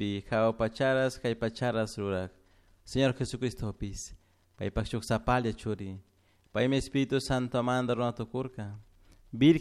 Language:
Chimborazo Highland Quichua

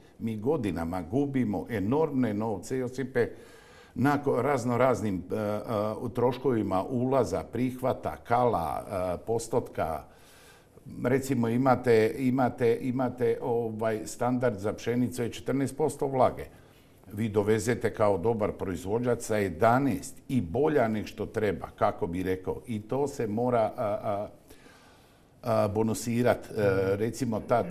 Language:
Croatian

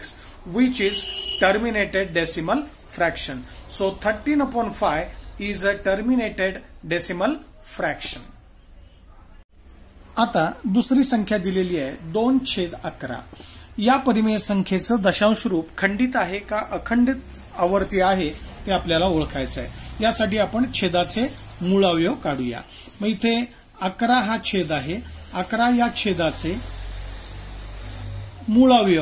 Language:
Marathi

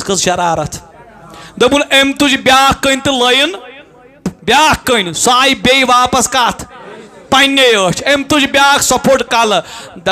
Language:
Kashmiri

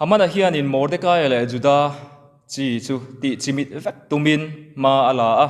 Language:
Mizo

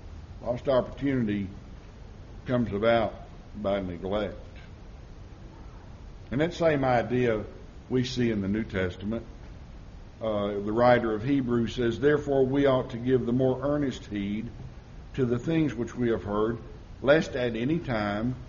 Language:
English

